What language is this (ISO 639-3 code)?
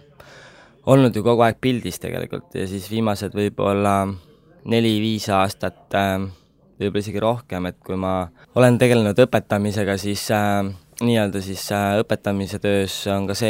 est